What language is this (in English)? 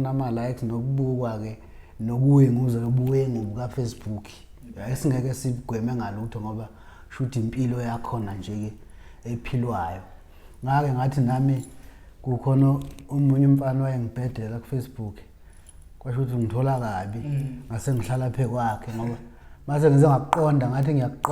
Zulu